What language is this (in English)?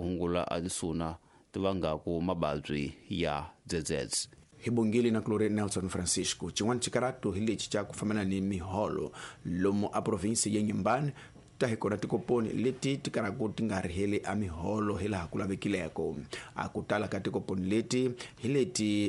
Tsonga